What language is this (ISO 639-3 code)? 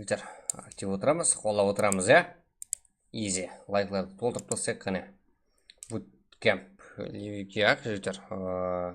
kaa